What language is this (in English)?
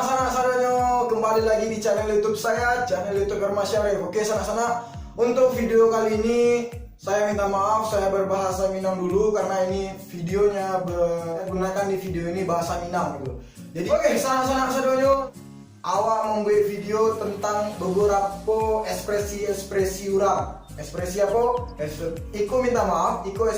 Minangkabau